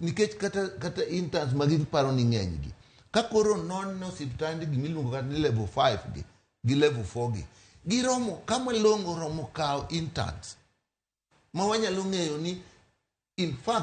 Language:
Luo (Kenya and Tanzania)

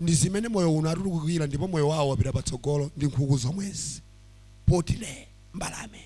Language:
Nyanja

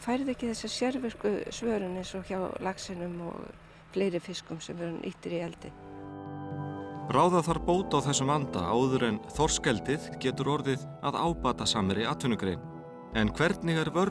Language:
Icelandic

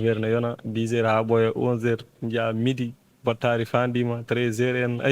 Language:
Fula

